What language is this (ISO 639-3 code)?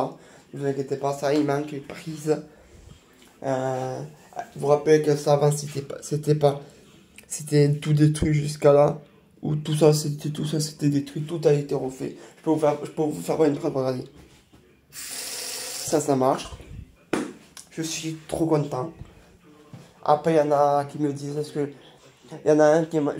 fra